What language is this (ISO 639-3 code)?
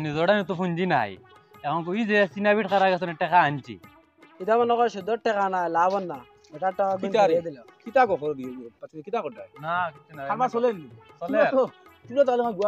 syl